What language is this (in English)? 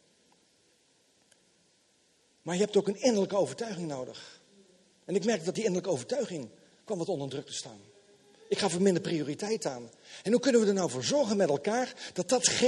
Dutch